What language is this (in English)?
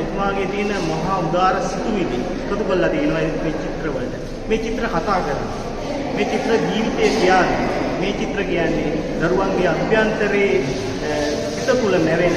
Sinhala